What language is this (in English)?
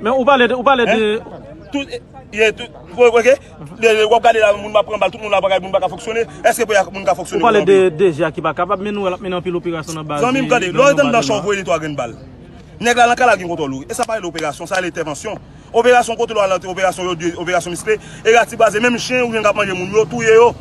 Haitian Creole